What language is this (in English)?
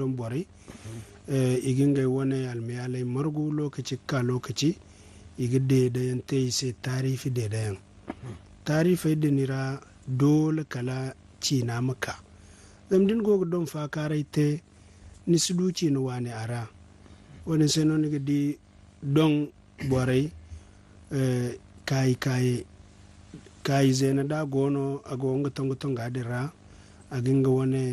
Zarma